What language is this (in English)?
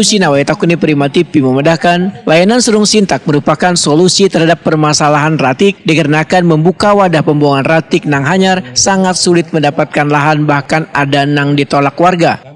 Banjar